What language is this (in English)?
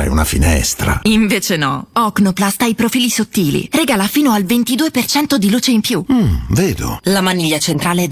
Italian